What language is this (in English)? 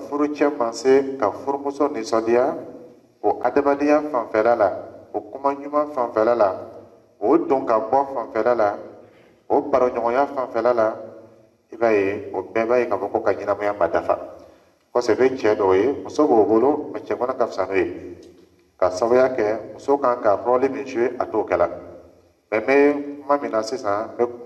Dyula